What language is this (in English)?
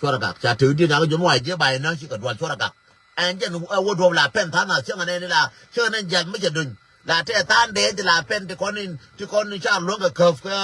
Nuer